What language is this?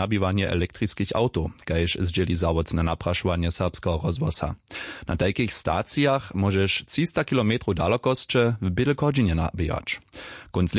Upper Sorbian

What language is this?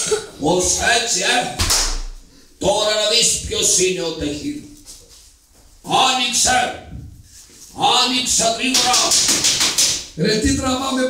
Greek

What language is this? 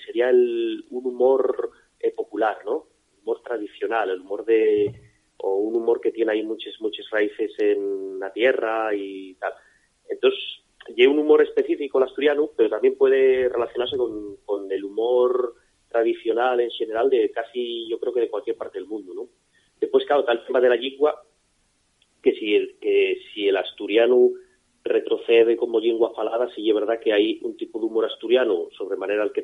Asturian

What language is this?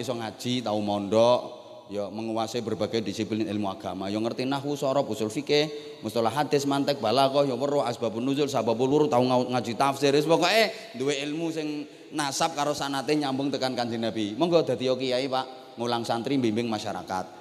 Javanese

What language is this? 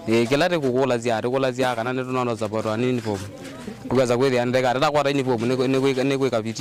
Kamba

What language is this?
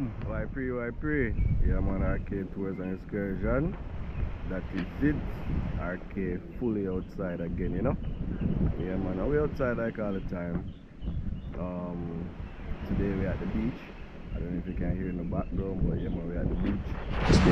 Jamaican Creole English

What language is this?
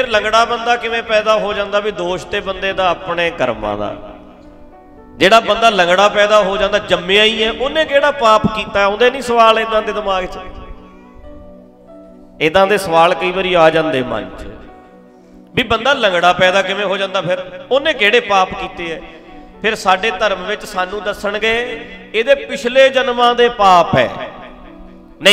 Punjabi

